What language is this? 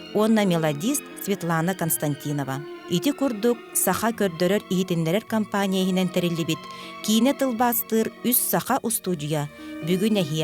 Yakut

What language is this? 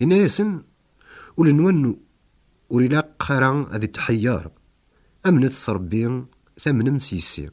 Kabyle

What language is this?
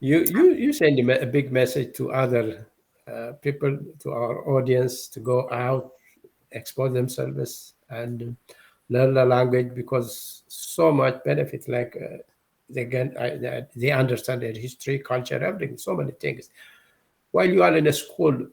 English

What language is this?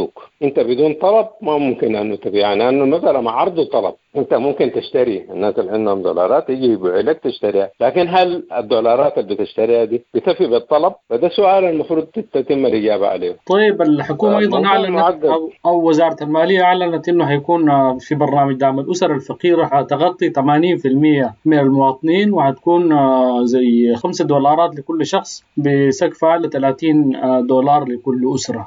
Sudanese Arabic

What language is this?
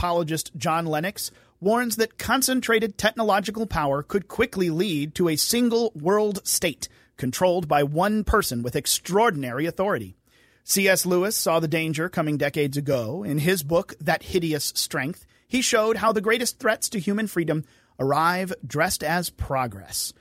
English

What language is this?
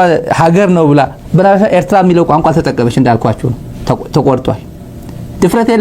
Amharic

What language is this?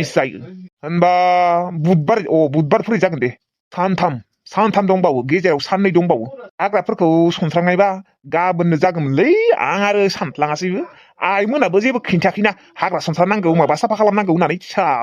Bodo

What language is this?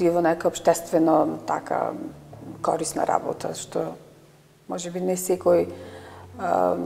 Macedonian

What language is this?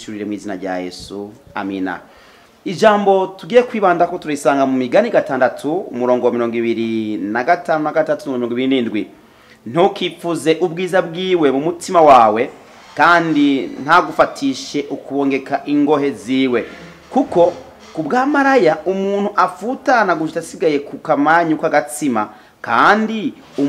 Rundi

